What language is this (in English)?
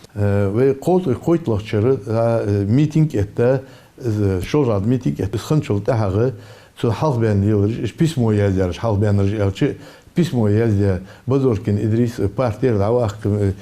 Ingush